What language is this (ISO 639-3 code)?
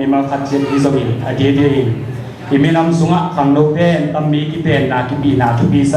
ctd